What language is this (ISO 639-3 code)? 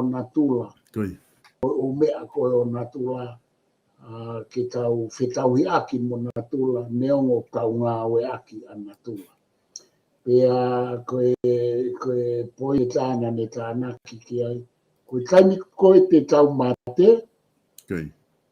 ton